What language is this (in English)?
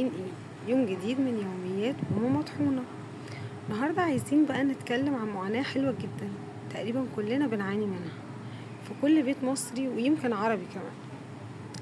Egyptian Arabic